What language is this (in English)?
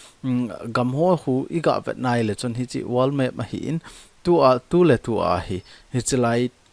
Thado Chin